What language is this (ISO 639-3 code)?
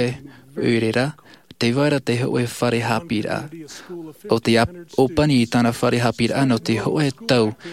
tah